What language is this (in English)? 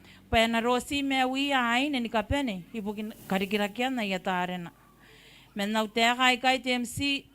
Gilbertese